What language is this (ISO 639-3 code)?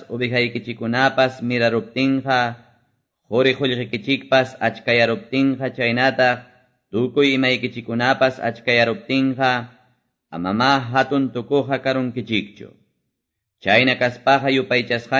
que